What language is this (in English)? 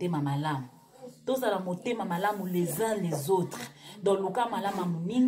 Lingala